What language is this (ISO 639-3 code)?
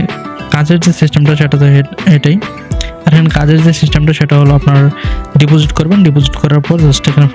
ben